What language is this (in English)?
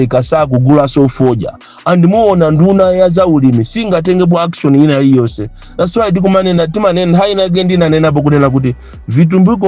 Nyanja